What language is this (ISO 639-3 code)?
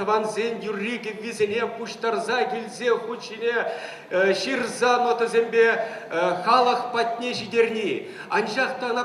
chv